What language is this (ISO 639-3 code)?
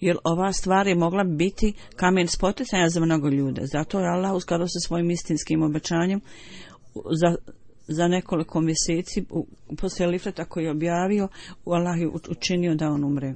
bos